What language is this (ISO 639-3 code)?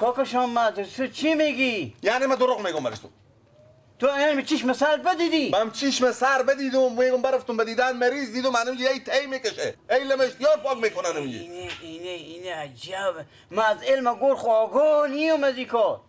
fas